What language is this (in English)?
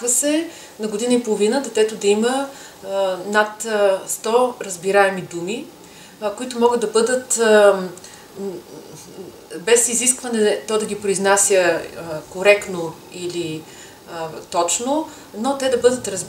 Bulgarian